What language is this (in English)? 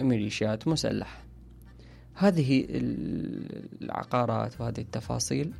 Mesopotamian Arabic